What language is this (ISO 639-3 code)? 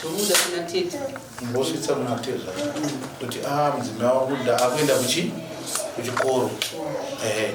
sna